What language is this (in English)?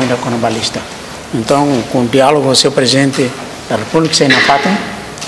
Tetum